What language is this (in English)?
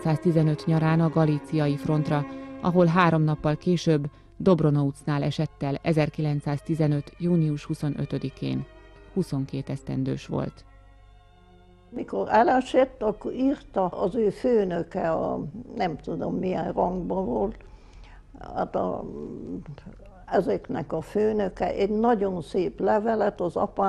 Hungarian